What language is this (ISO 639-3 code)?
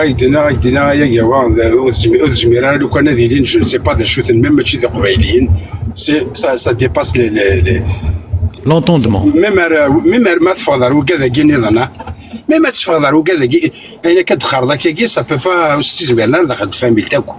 kab